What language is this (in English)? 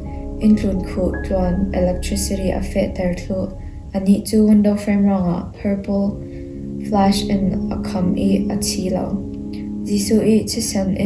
Falam Chin